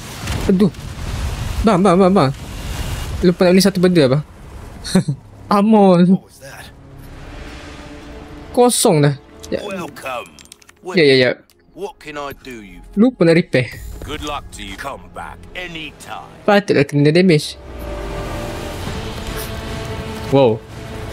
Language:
Malay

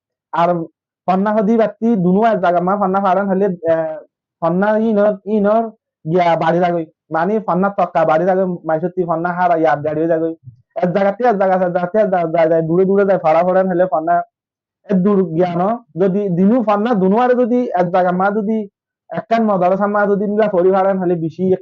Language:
Rohingya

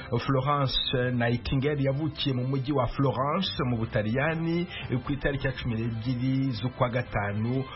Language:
Kinyarwanda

